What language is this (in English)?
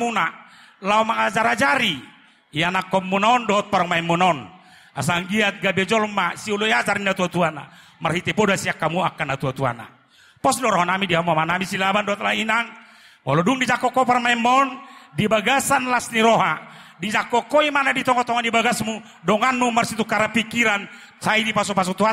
Batak Toba